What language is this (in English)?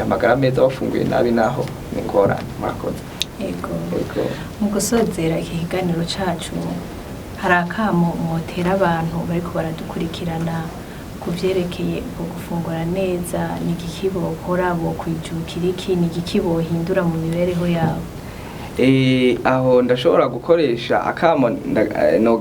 Rundi